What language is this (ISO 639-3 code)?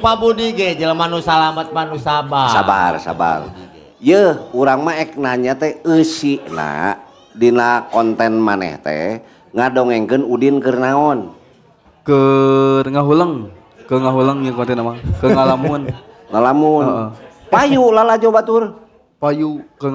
sun